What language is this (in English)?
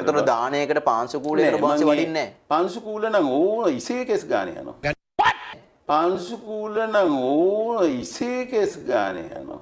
Sinhala